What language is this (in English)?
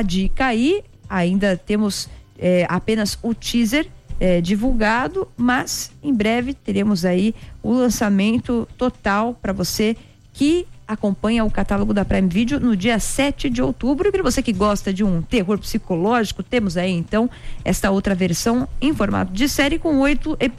Portuguese